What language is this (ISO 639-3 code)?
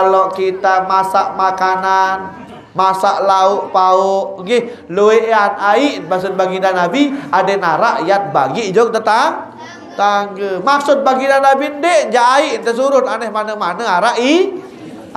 sas